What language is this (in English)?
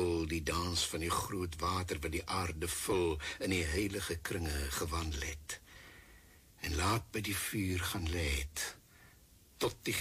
Afrikaans